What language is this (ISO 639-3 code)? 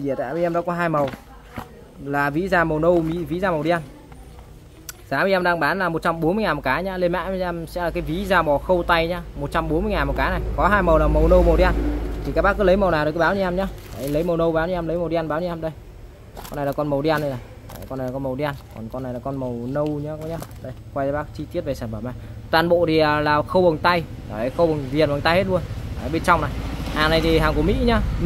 vie